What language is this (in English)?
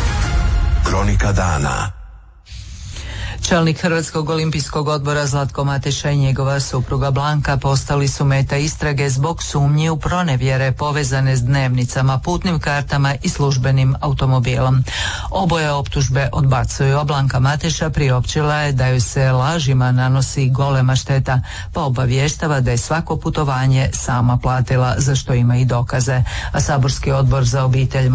Croatian